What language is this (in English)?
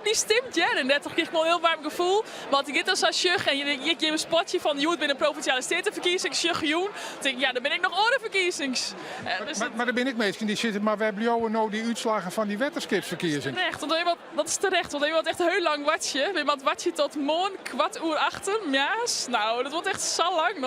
Western Frisian